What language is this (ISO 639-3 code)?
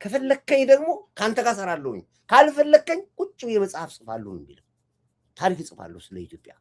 amh